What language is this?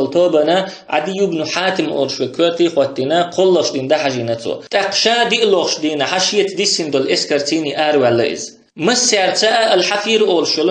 Chechen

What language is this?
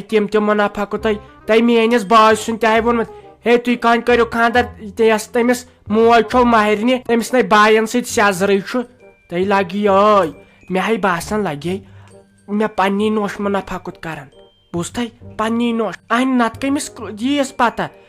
Kashmiri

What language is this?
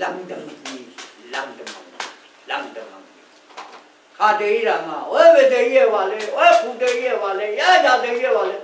Rawang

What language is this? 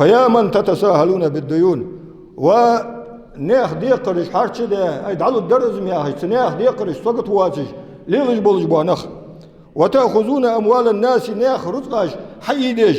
Ingush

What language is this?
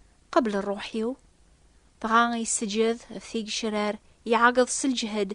Kabyle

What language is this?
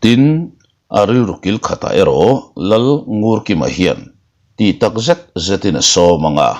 Mizo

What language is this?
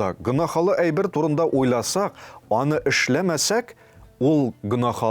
Tatar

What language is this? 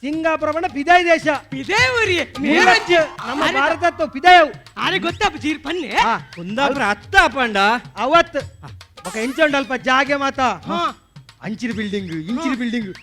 Tulu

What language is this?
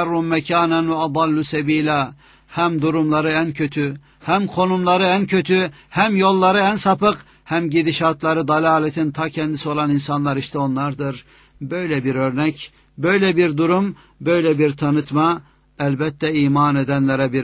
Turkish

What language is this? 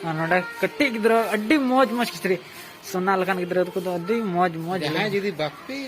Santali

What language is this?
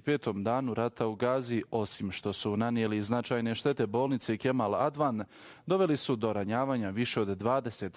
Bosnian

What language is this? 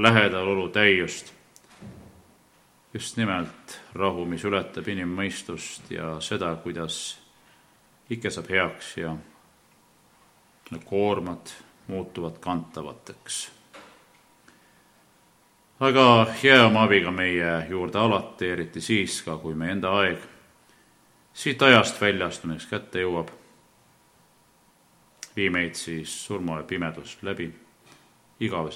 Estonian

